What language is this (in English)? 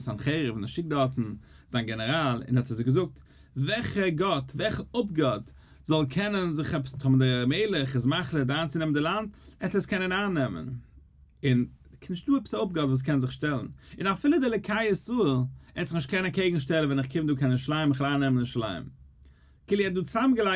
Yiddish